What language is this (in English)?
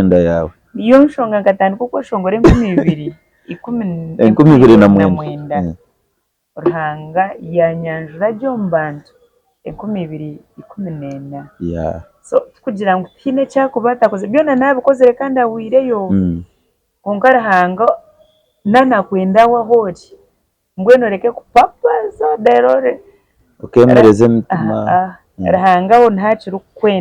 Nyankole